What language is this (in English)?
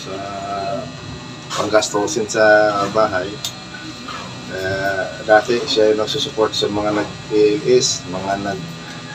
Filipino